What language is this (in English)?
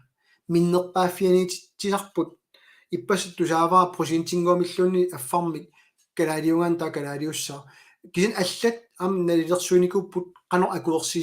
Kalaallisut